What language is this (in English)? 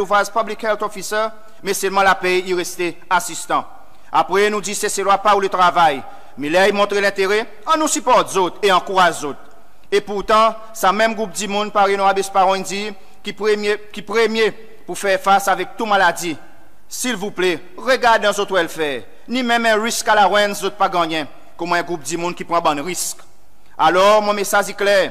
Seselwa Creole French